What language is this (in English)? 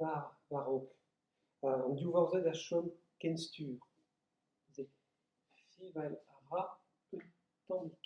Breton